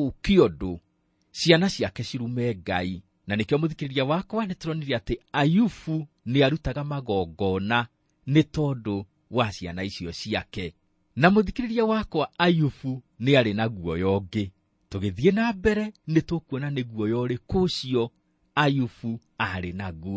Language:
Kikuyu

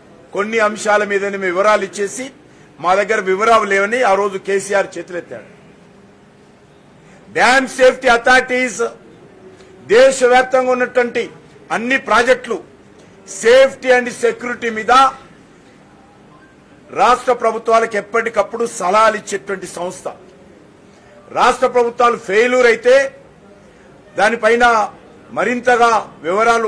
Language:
Telugu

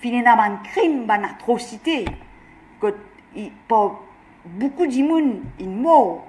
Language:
Morisyen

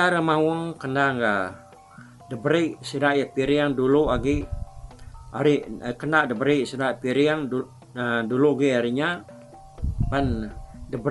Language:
Iban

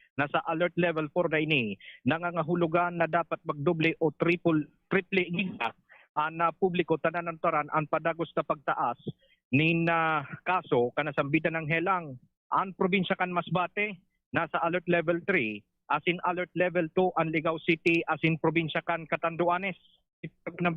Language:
Bikol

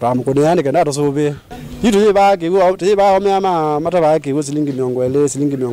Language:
Kamba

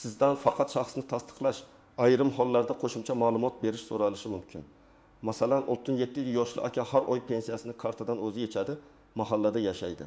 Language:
Uzbek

